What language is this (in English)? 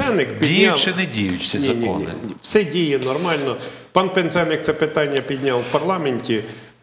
Ukrainian